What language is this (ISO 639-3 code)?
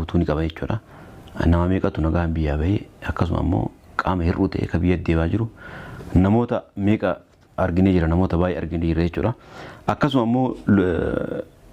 orm